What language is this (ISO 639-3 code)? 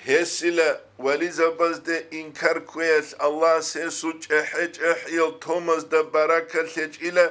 ava